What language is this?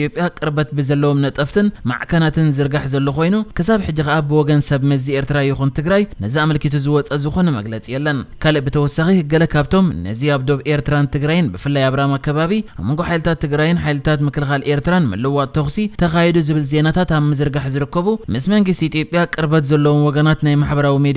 Tigrinya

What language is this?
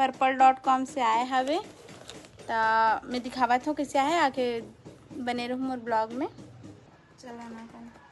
Chhattisgarhi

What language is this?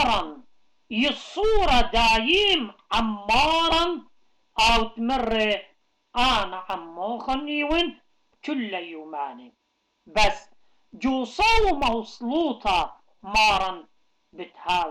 Assyrian Neo-Aramaic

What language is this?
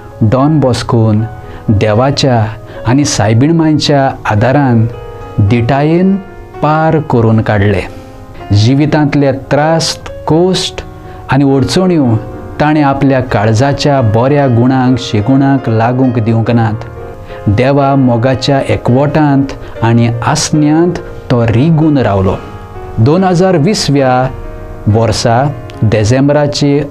Konkani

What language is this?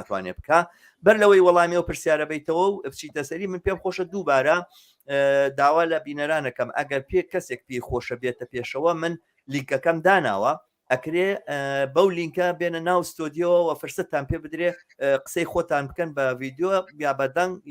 Central Kurdish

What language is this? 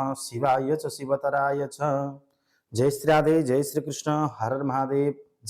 Nepali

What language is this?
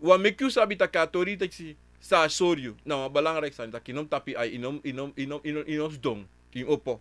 Sranan Tongo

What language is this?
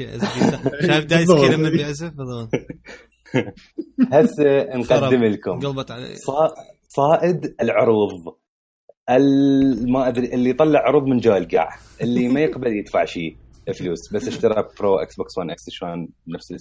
Mesopotamian Arabic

